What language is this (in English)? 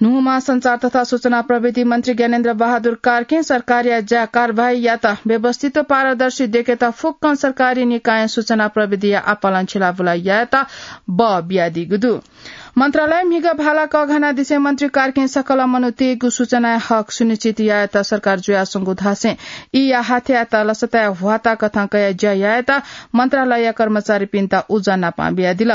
Newari